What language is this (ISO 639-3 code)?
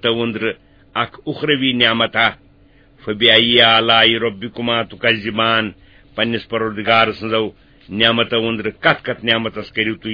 kas